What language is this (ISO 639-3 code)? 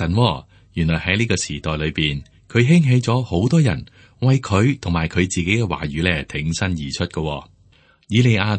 yue